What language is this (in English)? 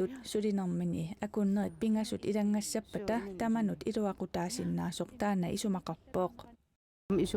Kalaallisut